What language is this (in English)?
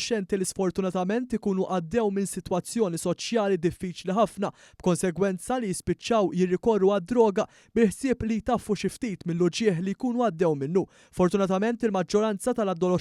Maltese